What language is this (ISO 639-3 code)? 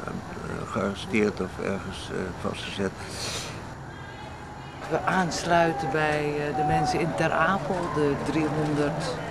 nld